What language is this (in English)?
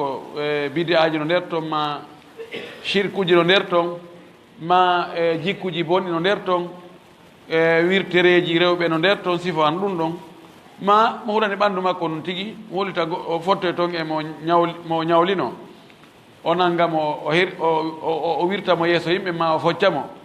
Fula